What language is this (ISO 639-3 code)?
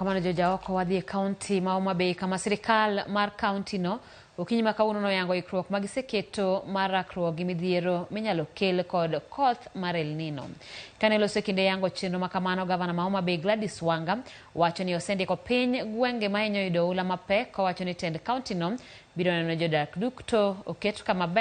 luo